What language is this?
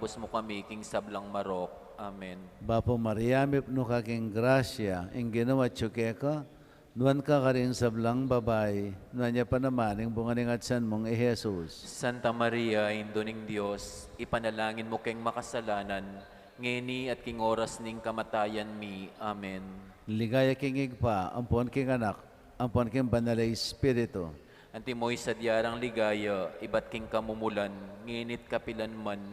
Pampanga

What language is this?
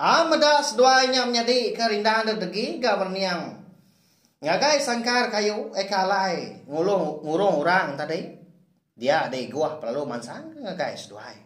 Iban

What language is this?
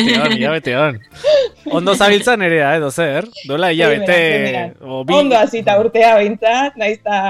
Basque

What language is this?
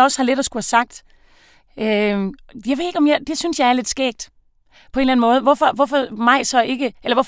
Danish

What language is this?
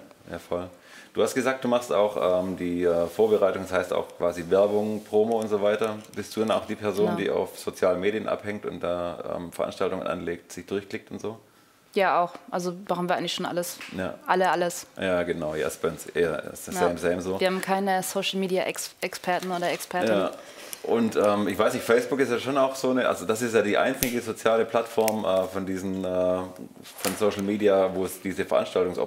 German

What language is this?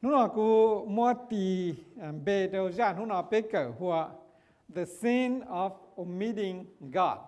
Hmong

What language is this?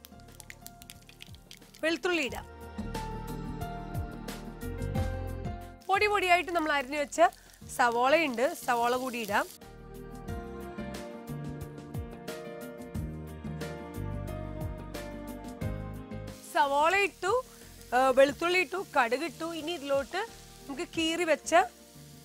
Malayalam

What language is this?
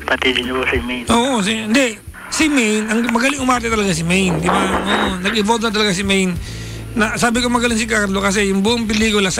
Filipino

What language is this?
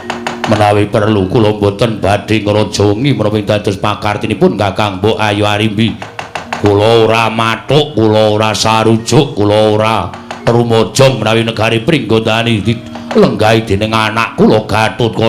Javanese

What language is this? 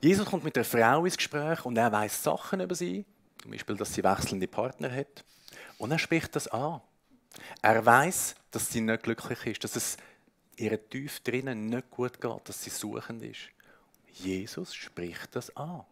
Swiss German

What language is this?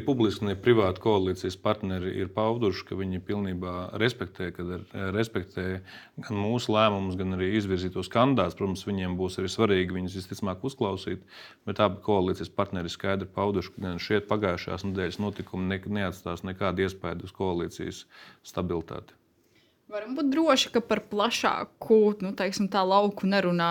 Latvian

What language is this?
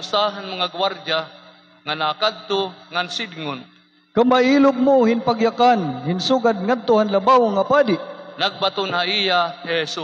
Waray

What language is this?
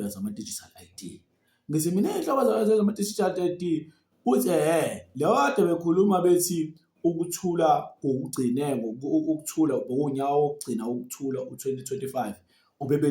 Zulu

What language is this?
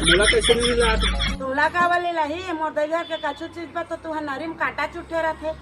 Chhattisgarhi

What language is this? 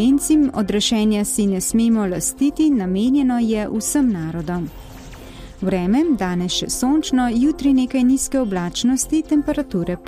Slovenian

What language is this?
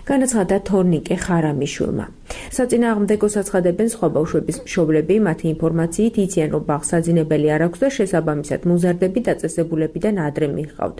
Georgian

